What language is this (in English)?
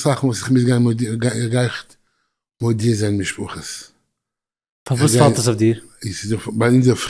Yiddish